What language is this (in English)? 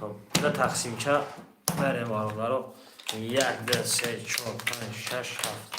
Tajik